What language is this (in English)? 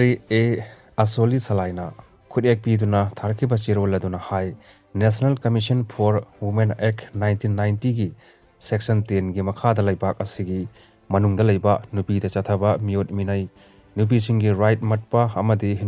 Manipuri